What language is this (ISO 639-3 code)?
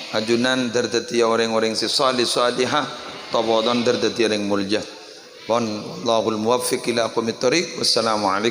mad